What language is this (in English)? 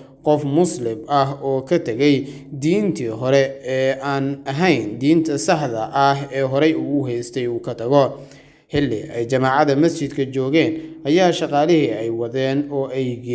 Somali